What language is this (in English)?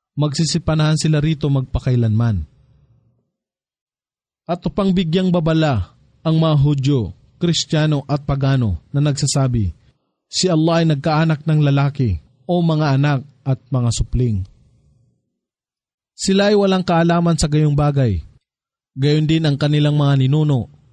Filipino